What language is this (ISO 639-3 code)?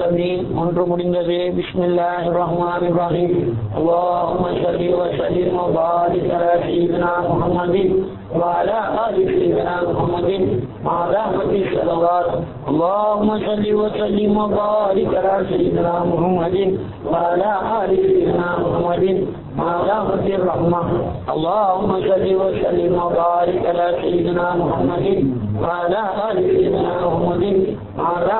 tam